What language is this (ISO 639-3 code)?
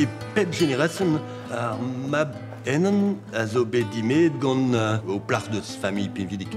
bre